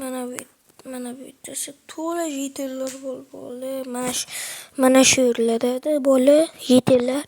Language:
Uzbek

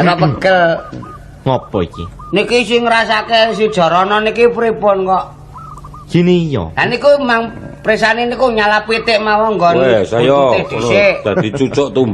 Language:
Javanese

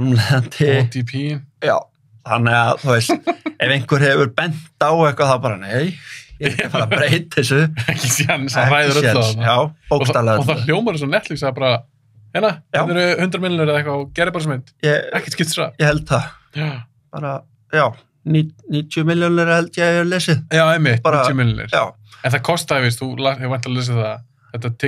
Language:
Icelandic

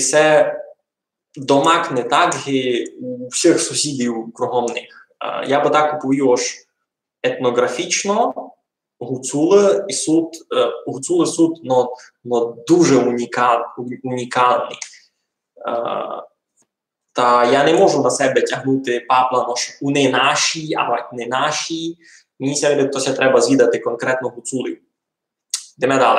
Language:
Rusyn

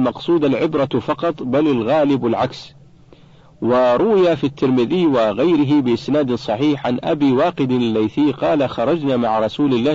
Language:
Arabic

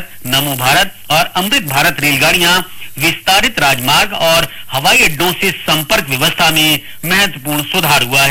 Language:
Hindi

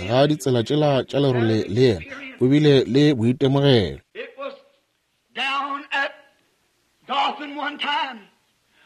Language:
Northern Sotho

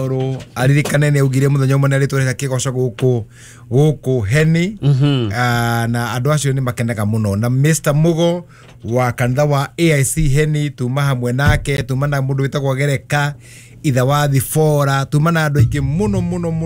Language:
Kikuyu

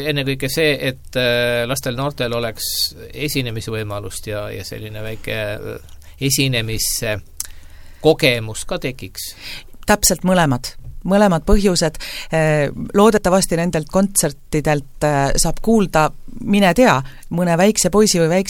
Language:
Estonian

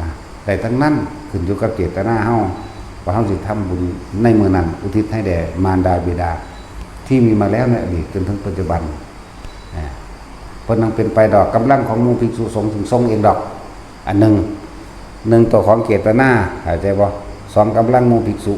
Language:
Northeastern Thai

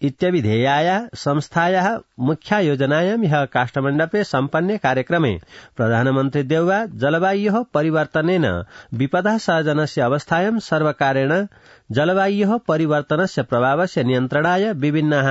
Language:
Sanskrit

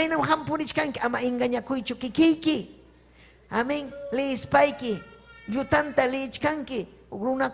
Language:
Ayacucho Quechua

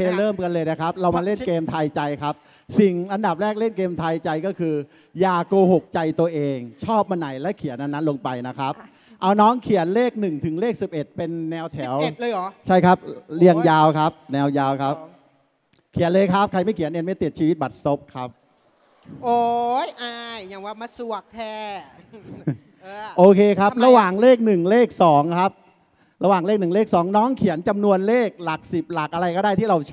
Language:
Thai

